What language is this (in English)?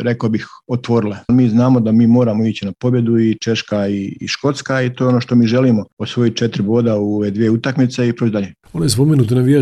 Croatian